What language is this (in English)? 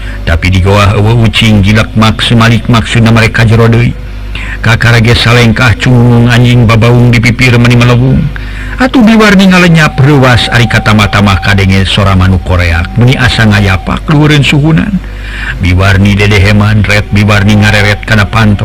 Sundanese